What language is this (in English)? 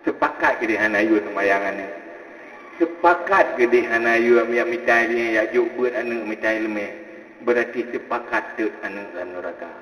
Achinese